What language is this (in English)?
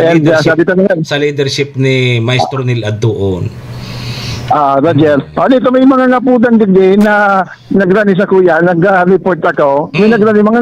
Bikol